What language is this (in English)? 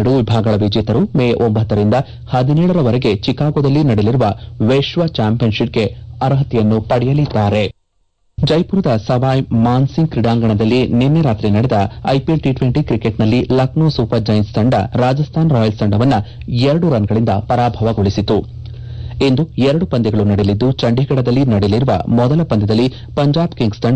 Kannada